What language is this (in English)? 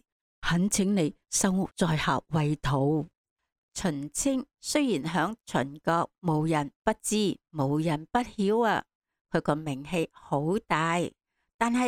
Cantonese